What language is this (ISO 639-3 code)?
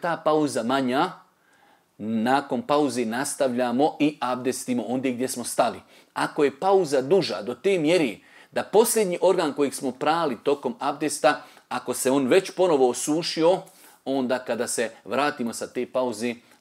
bos